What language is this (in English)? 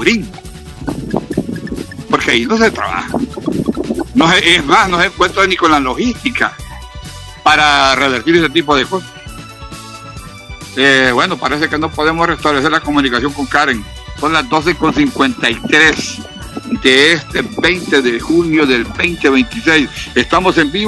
Spanish